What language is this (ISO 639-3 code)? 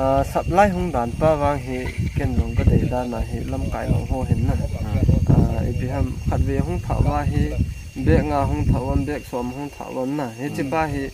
pck